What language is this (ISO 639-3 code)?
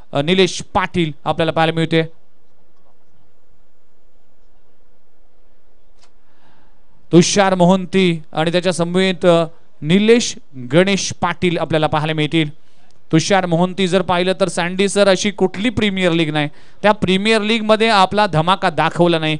mar